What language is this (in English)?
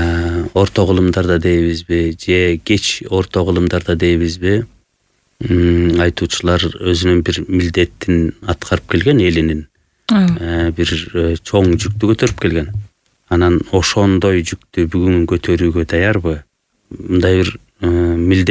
Kyrgyz